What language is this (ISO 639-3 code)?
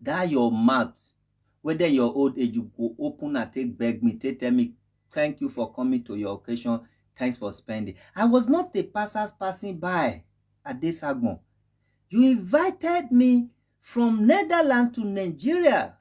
pcm